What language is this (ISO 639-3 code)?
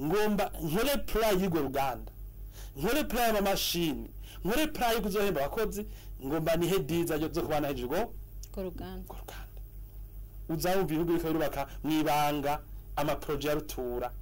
run